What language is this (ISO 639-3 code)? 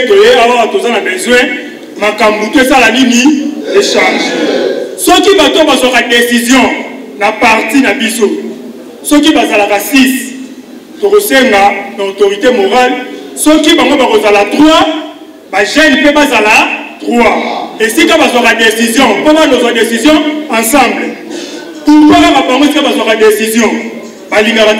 lin